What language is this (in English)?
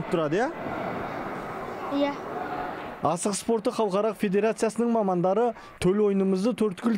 Kazakh